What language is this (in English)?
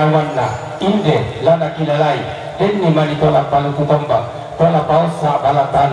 Toraja-Sa'dan